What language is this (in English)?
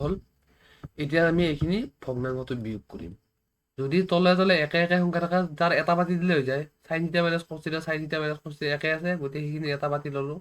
Assamese